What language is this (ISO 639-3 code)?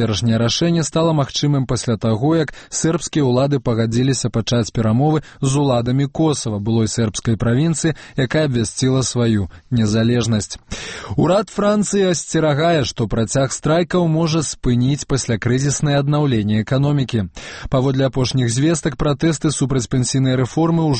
bel